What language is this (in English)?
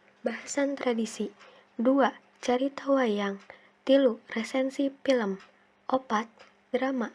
Sundanese